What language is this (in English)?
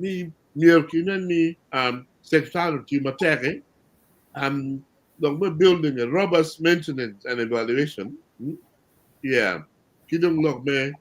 Acoli